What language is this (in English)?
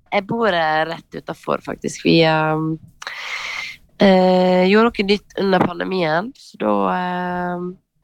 Norwegian